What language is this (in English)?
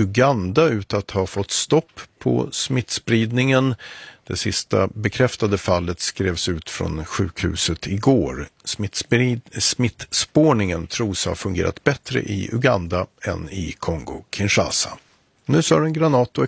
Swedish